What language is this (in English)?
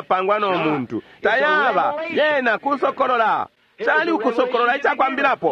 Bemba